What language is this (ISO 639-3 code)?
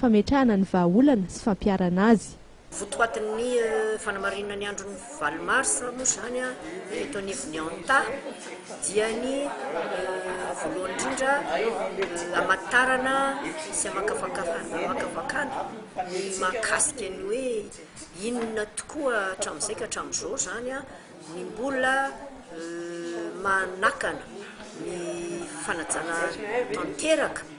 mlg